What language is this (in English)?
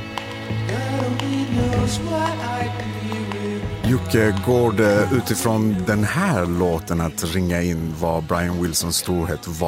Swedish